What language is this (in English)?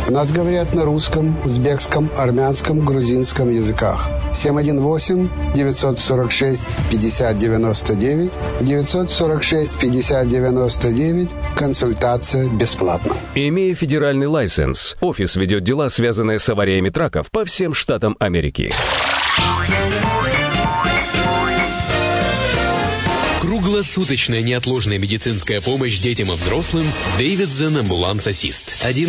Russian